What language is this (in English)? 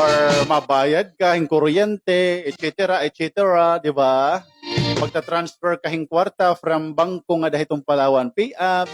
Waray